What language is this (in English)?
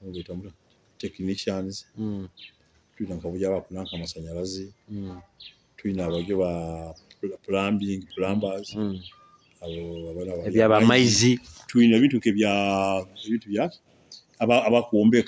Nyoro